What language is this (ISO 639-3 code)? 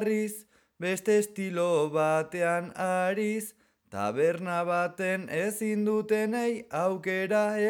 eus